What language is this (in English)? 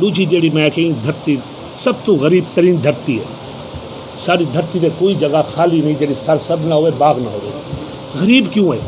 Saraiki